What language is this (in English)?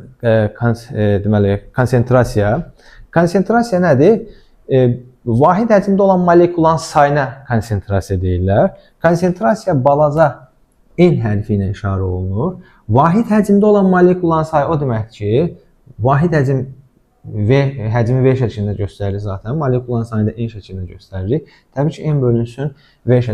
Azerbaijani